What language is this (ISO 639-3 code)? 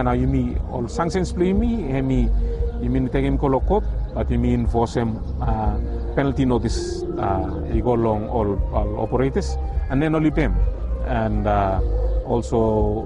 bis